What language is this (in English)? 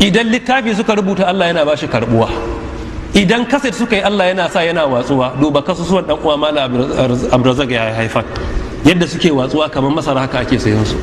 Hausa